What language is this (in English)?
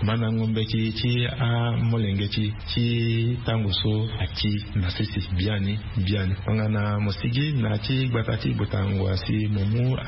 Sango